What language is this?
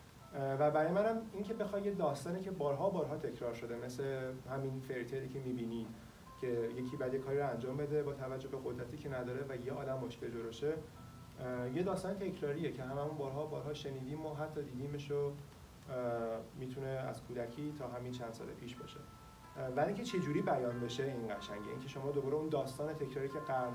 Persian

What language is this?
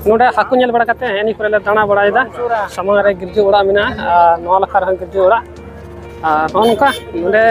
Santali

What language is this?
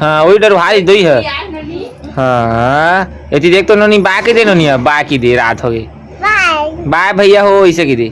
Chhattisgarhi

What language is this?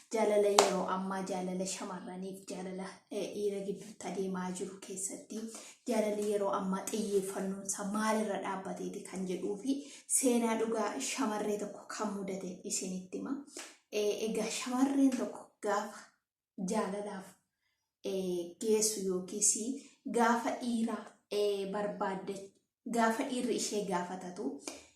Oromo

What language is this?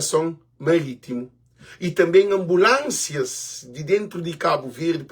Kabuverdianu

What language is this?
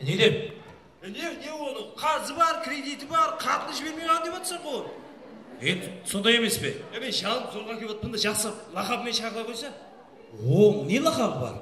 Kara-Kalpak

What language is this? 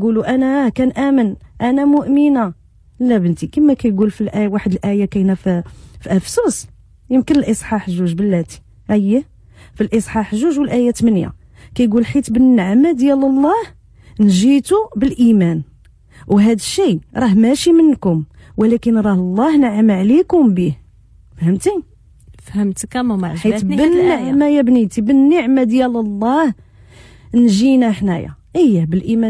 Moroccan Arabic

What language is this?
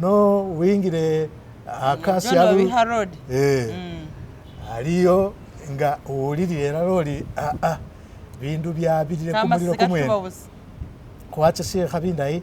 Masaaba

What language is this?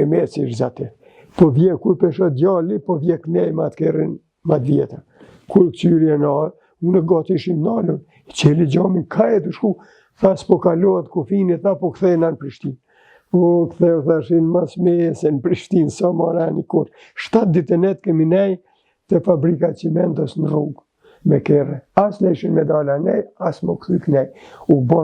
Albanian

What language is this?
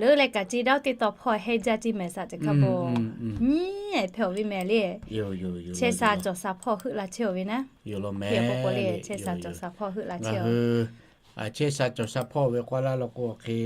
Lahu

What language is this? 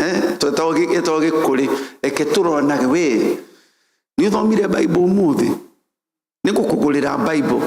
Kikuyu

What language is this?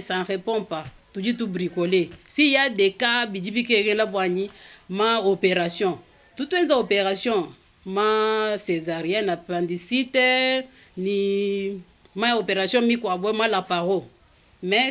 Luba-Lulua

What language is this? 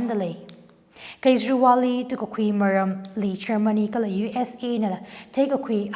Tangkhul Naga (India)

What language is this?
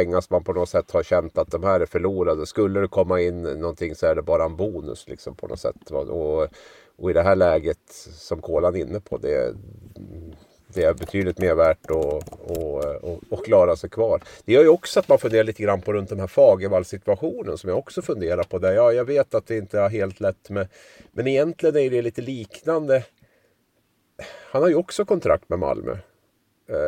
Swedish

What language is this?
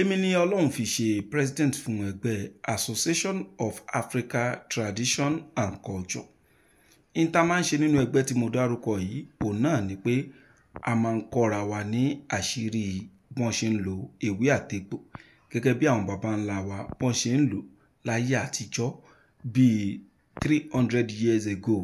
Yoruba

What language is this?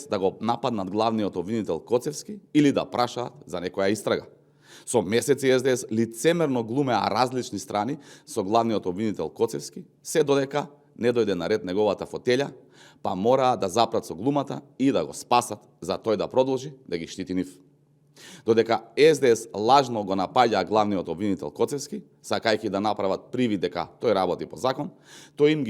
Macedonian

